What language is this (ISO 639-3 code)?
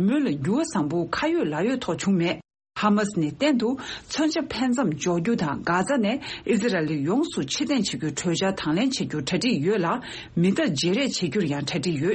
bod